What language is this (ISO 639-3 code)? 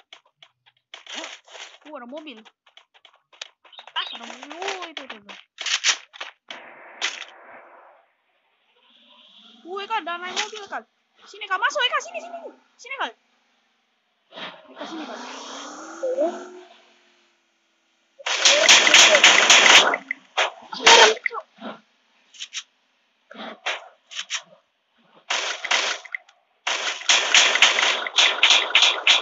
ind